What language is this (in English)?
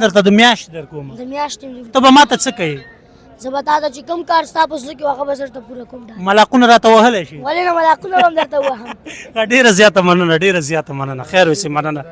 Pashto